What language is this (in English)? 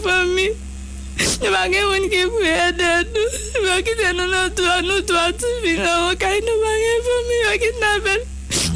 Haitian Creole